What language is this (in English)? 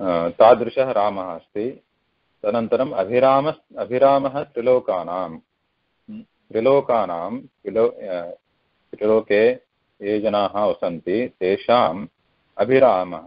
Sanskrit